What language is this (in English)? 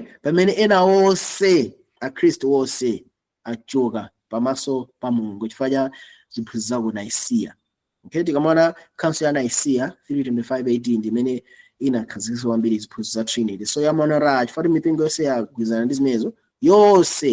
Nyanja